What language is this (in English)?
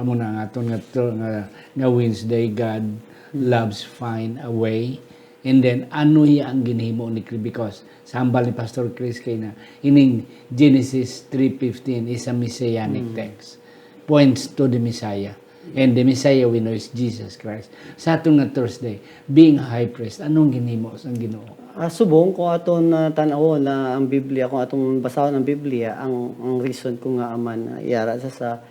Hiligaynon